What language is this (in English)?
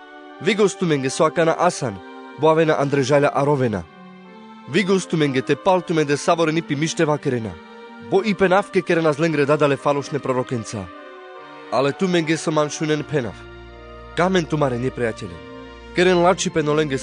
Carpathian Romani